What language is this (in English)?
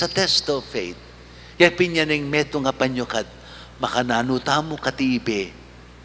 Pampanga